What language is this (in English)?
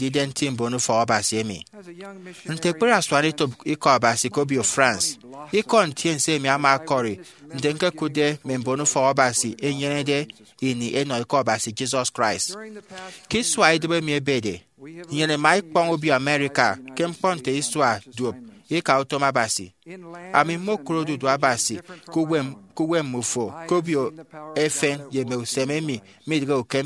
Efik